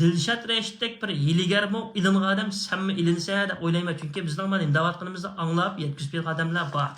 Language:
Uyghur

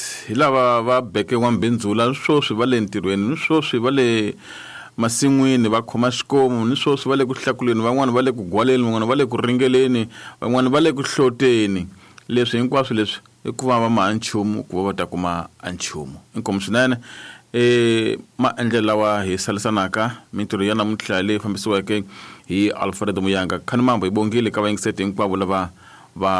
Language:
Tsonga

